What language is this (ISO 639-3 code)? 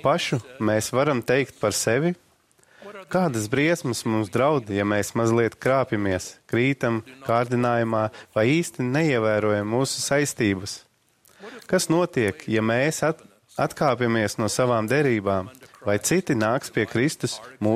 lav